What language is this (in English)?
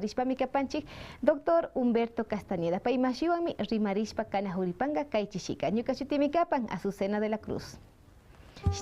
Quechua